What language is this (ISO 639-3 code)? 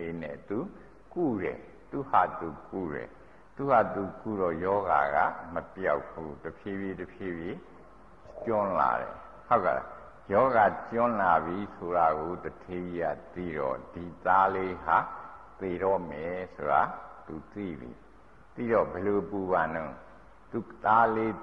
mya